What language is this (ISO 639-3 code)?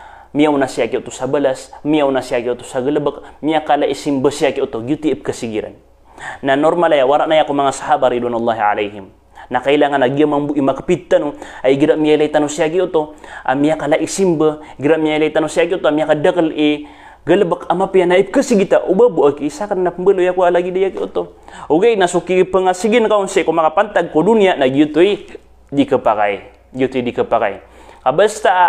mrw